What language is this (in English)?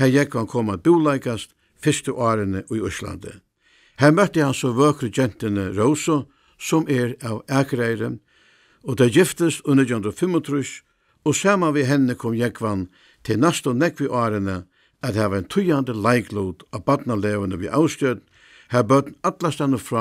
Faroese